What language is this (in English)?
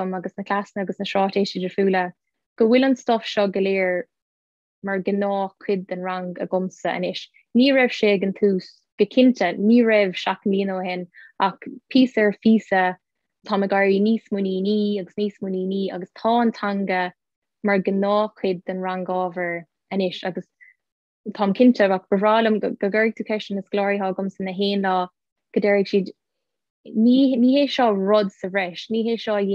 Irish